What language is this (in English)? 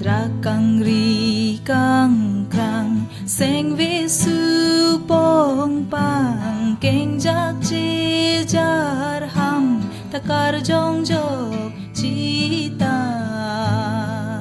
Karbi